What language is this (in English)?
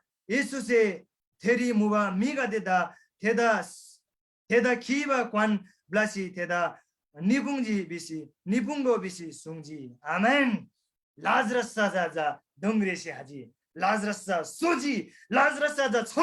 Eastern Tamang